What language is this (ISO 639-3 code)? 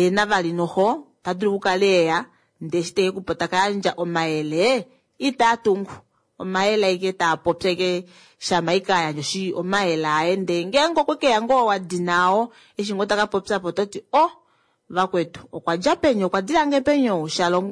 kua